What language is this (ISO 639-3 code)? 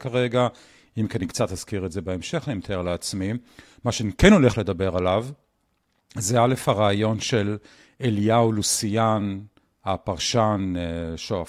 heb